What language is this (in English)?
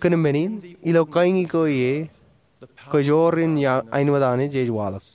Marshallese